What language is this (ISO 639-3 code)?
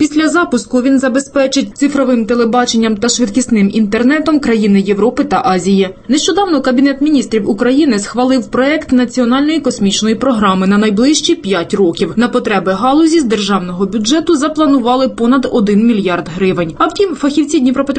ukr